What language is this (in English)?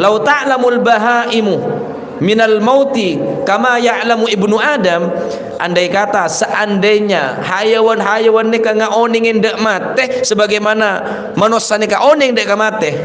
Madurese